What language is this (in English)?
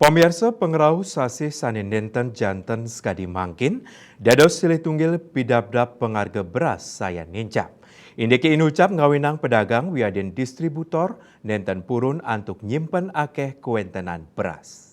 Balinese